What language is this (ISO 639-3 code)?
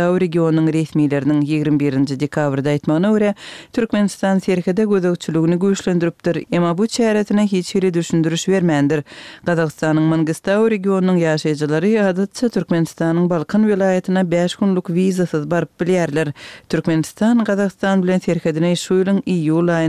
tuk